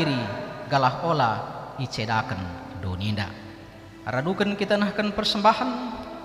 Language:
Batak Karo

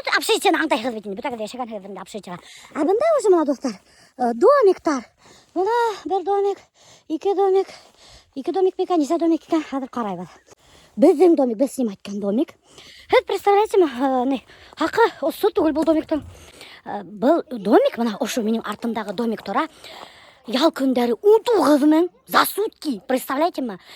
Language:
Bashkir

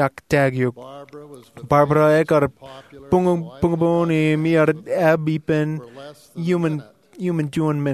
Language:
Marshallese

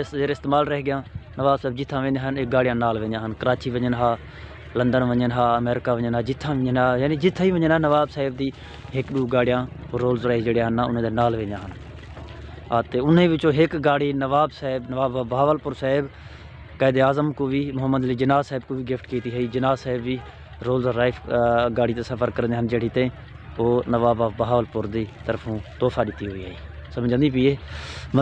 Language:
Saraiki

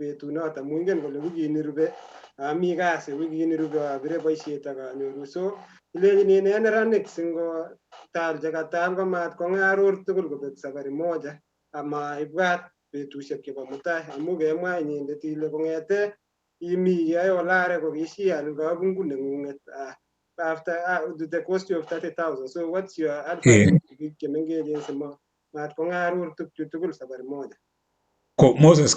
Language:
Kalenjin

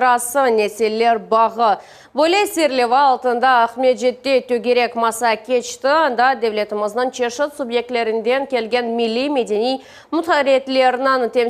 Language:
Crimean Tatar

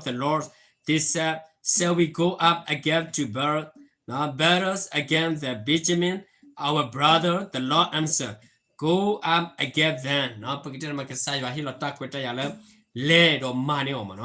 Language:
S'gaw Karen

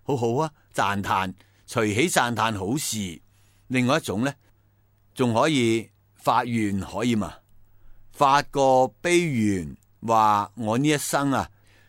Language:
Cantonese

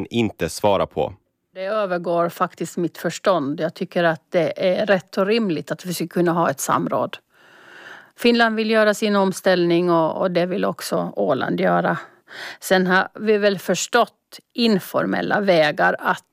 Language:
Swedish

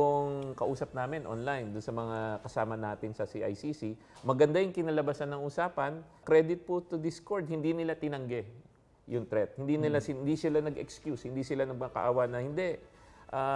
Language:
Filipino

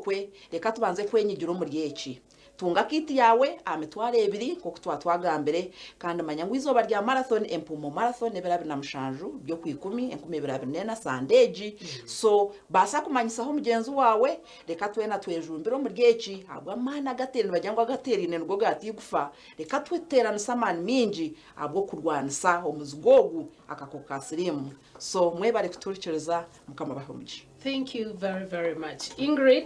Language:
Nyankole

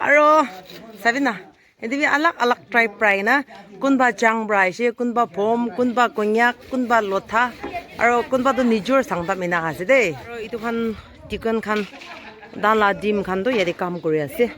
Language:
Naga Pidgin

